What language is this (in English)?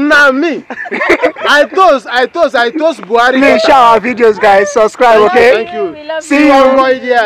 Nigerian Pidgin